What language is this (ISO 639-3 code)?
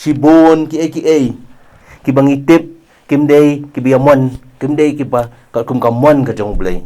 kha